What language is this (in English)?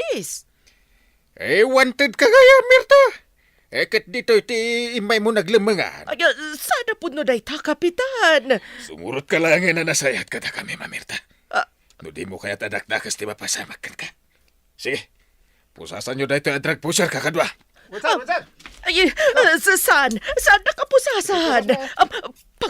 Iloko